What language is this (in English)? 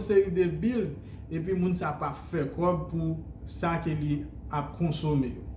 Haitian Creole